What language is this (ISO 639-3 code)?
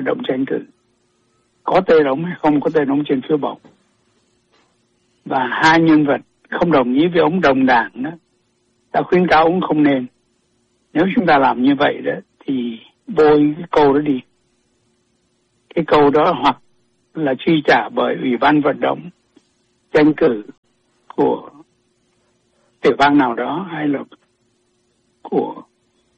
vie